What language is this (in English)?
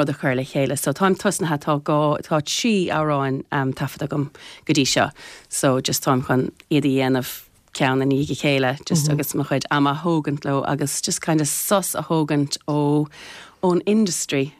Irish